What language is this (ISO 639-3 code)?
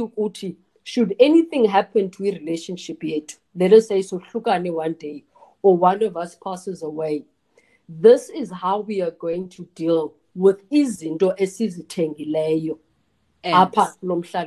xho